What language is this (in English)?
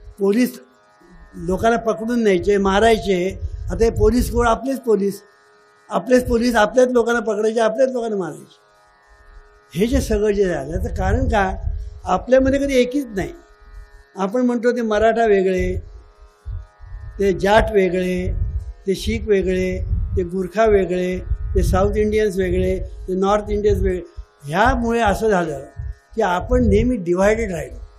Marathi